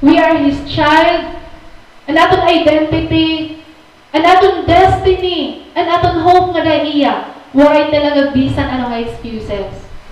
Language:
Waray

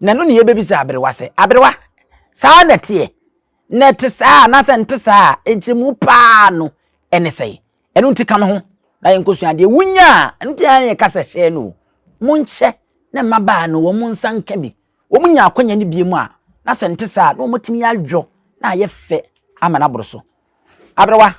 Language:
Akan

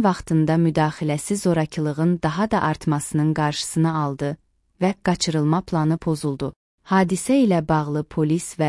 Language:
Azerbaijani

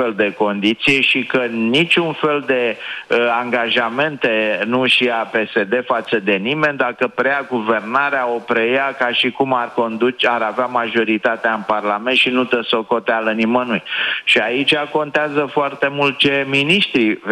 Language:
Romanian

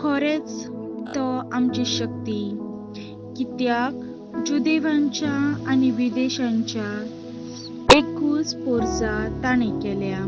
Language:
Konkani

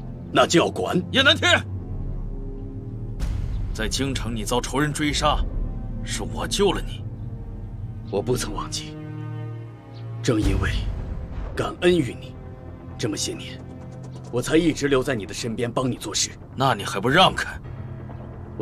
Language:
Chinese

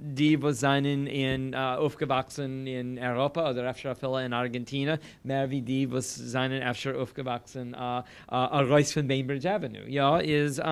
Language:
Yiddish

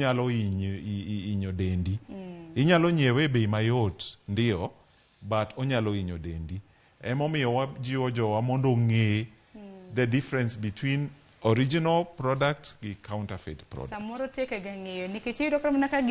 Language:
Luo (Kenya and Tanzania)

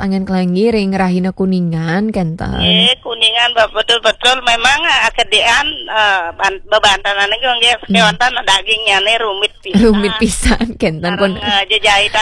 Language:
Balinese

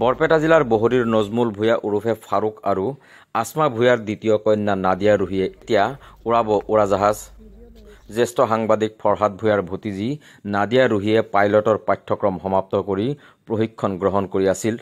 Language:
Assamese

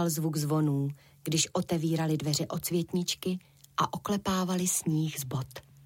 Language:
Czech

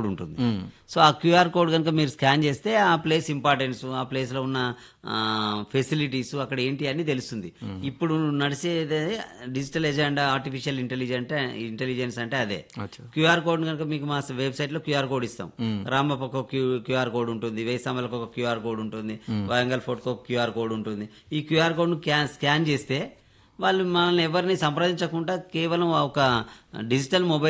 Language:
Telugu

